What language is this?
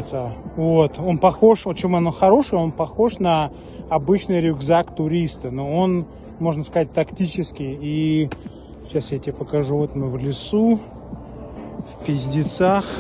Russian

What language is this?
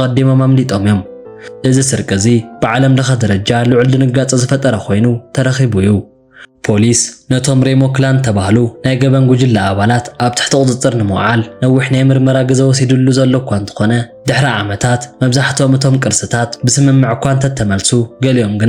Tigrinya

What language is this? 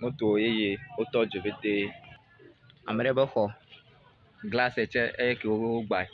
Ewe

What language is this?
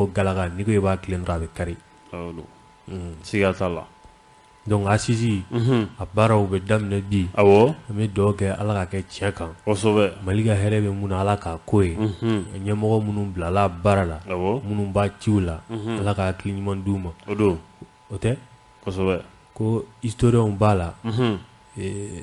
Bambara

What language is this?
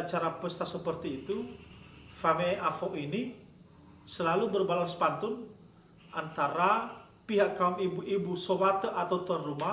Nias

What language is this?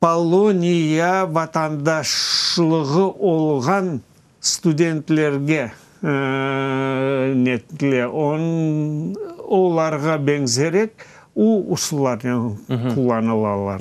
Crimean Tatar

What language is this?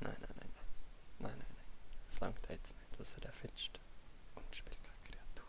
Swiss German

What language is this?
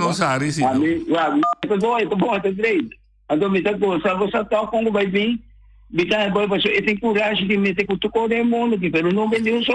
Papiamento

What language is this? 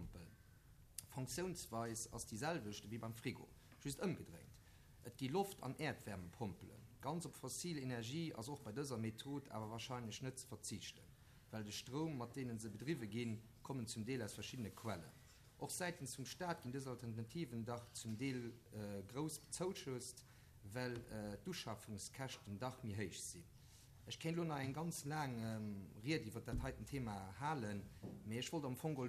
Luxembourgish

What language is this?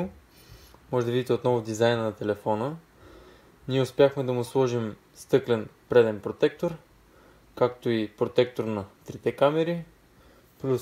Bulgarian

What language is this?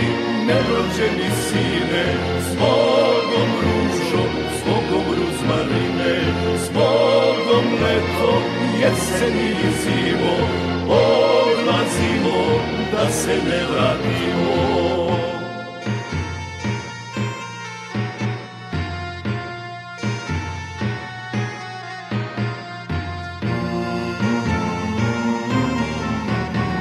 Serbian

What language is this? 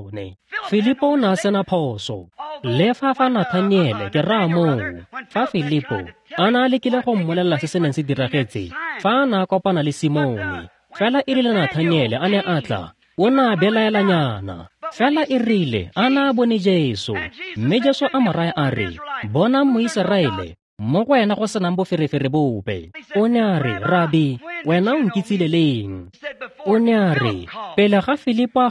Tswana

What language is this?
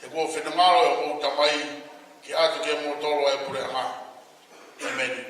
Tongan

